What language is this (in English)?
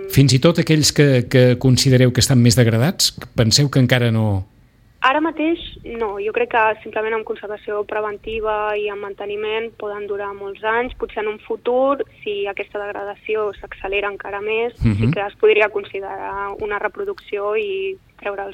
Catalan